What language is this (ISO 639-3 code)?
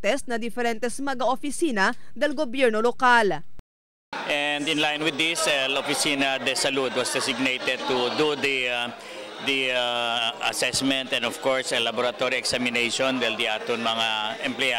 cbk